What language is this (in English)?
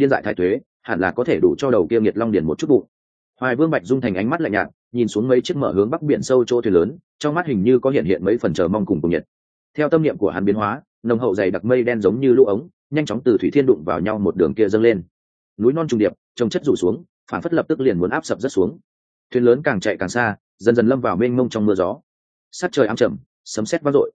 Vietnamese